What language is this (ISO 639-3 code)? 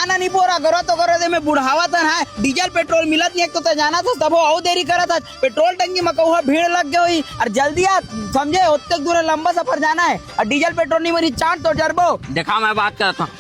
hne